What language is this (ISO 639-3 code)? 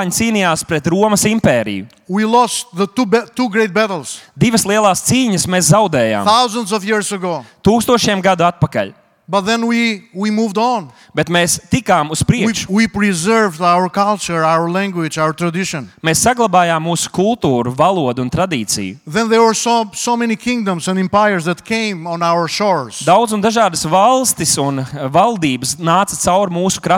lav